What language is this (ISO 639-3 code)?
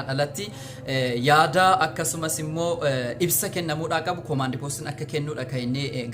orm